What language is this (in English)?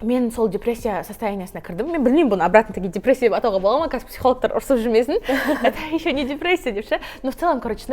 Kazakh